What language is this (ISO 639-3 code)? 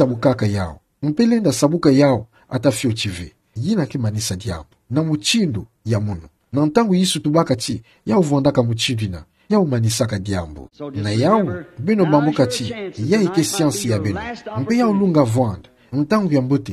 ktu